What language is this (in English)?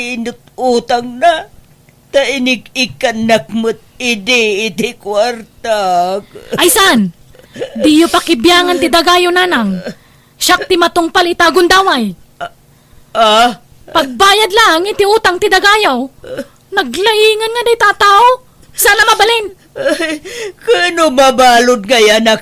Iloko